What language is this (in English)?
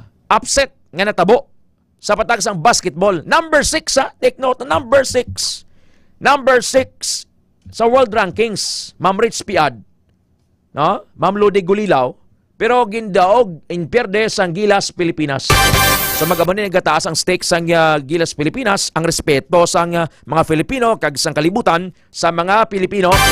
Hiligaynon